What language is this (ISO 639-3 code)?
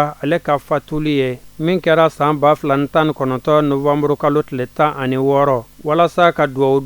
bam